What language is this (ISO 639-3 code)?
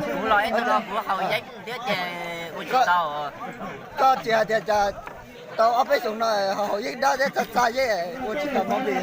hmn